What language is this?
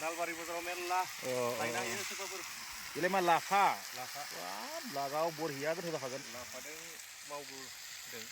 Bodo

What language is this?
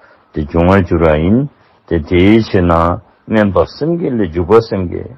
Dzongkha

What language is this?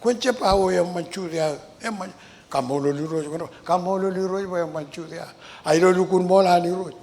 Marshallese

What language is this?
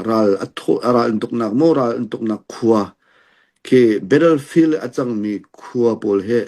Hakha Chin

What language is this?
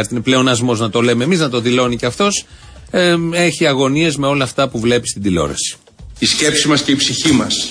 Greek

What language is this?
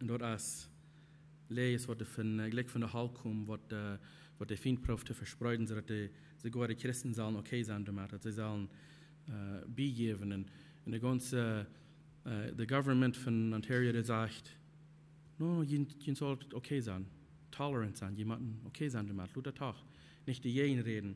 Plautdietsch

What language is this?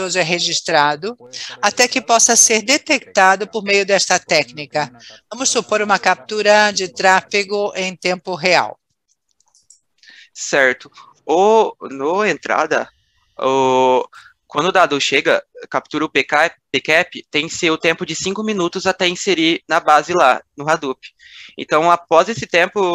Portuguese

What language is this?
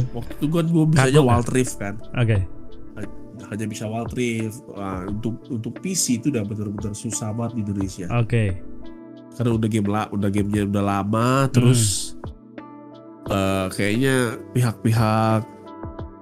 Indonesian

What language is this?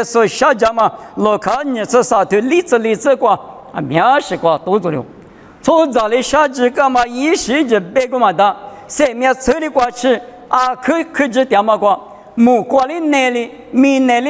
Lisu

